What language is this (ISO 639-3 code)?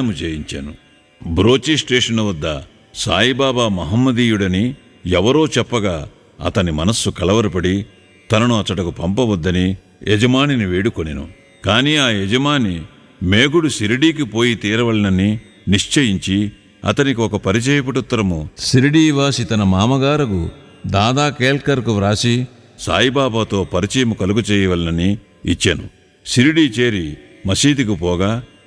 tel